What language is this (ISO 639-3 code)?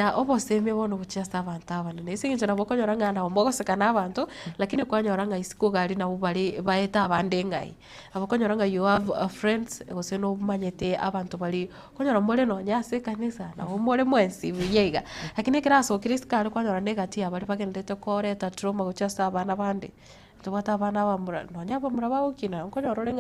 guz